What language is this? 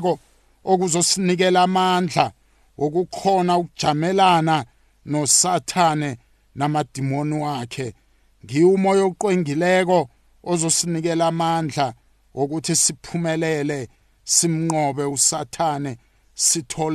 South Ndebele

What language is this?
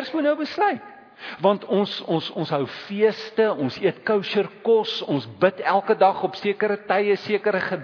Afrikaans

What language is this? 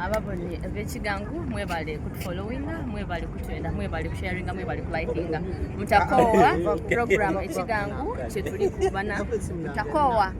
Soga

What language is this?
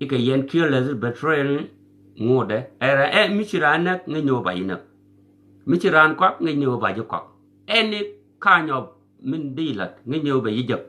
Nuer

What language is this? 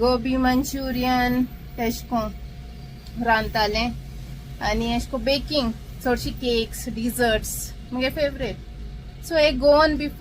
Konkani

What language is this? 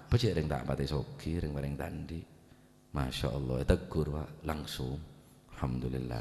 Madurese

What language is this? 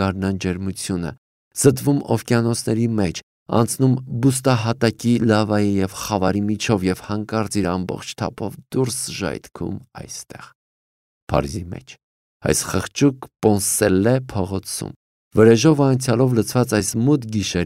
Armenian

